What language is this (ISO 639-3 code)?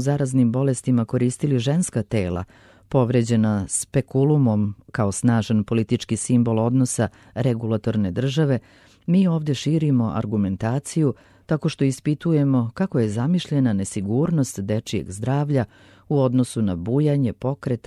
srp